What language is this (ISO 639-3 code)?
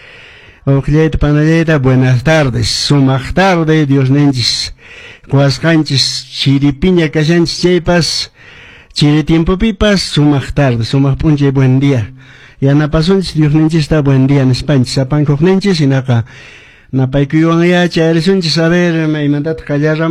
que